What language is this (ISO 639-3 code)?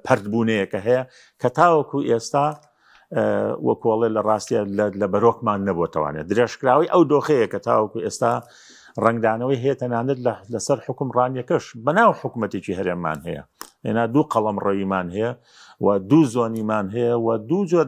ckb